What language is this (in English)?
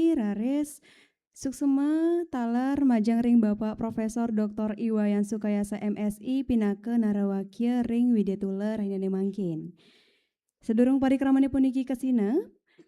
Balinese